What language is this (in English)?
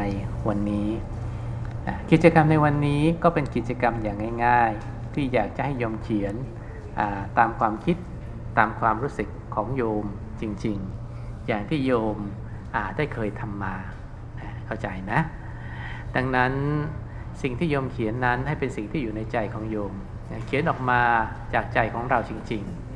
Thai